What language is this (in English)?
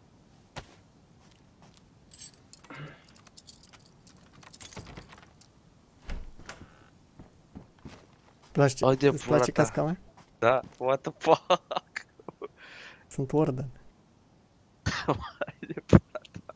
Romanian